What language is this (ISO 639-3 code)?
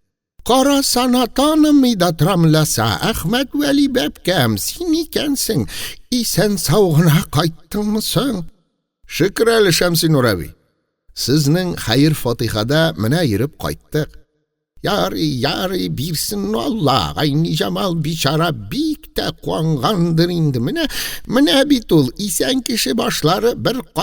tat